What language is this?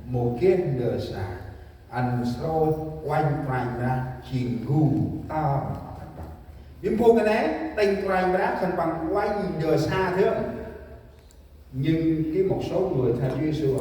Central Mnong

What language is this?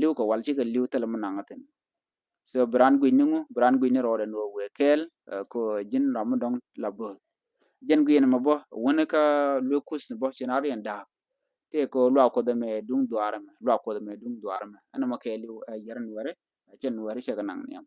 Nuer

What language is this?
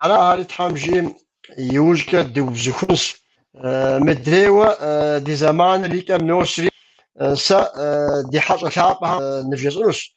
Kabardian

